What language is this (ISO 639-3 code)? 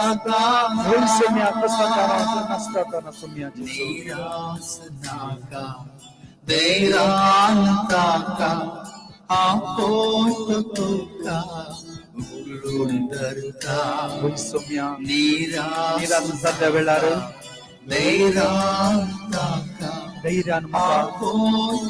kok